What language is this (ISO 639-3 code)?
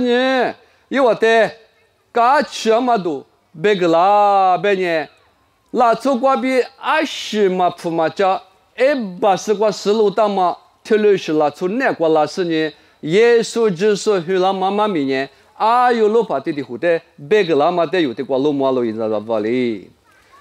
lis